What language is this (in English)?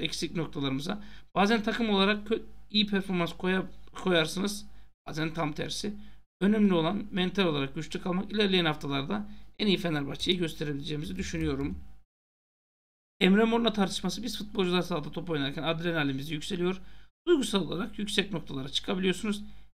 Turkish